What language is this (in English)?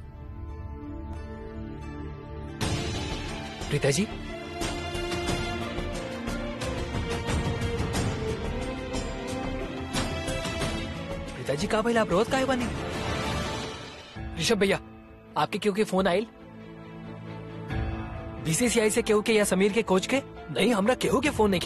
Bhojpuri